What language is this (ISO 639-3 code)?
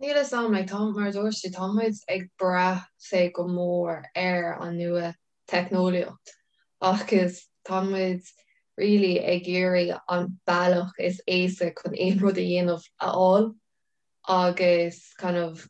gle